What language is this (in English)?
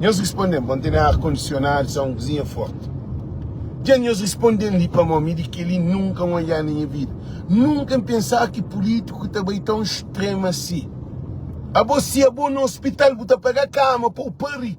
Kabuverdianu